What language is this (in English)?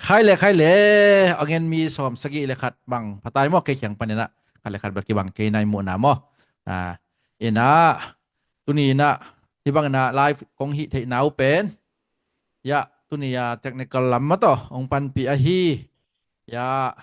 Tedim Chin